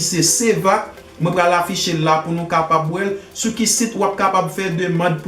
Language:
Haitian Creole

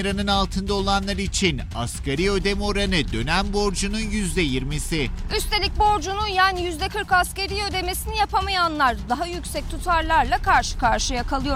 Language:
Turkish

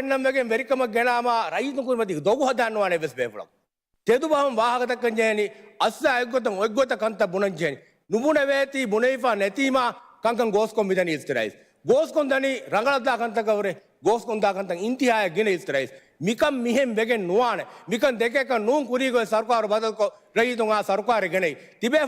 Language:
Divehi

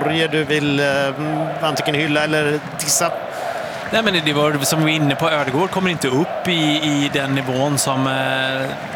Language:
Swedish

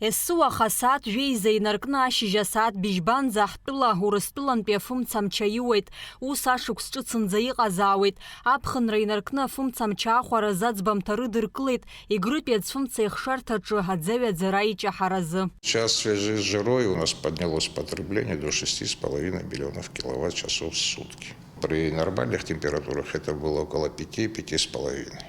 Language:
Abkhazian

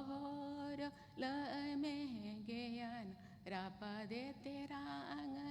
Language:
Santali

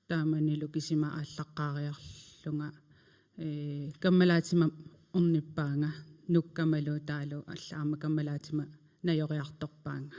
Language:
Kalaallisut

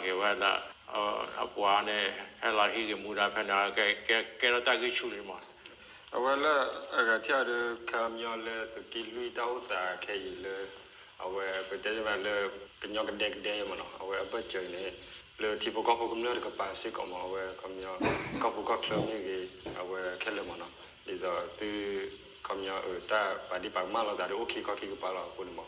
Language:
S'gaw Karen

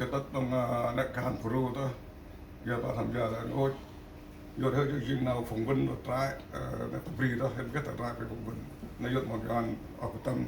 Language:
Central Mnong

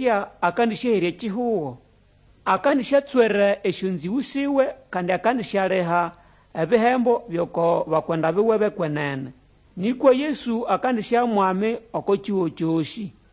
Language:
Nande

